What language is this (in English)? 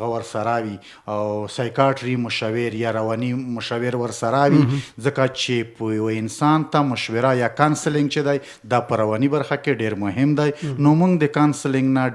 Pashto